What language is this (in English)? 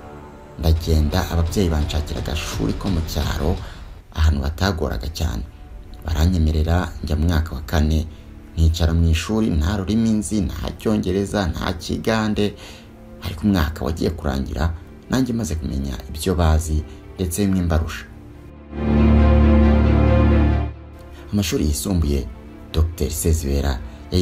Kinyarwanda